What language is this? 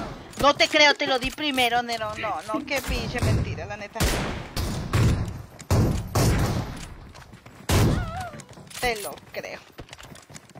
Spanish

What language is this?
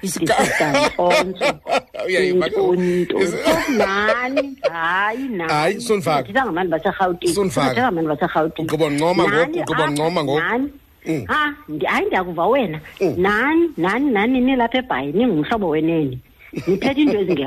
Xhosa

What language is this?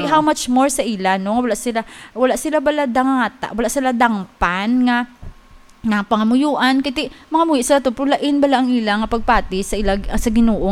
Hiligaynon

